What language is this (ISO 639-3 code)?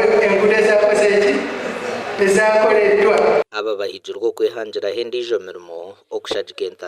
nyn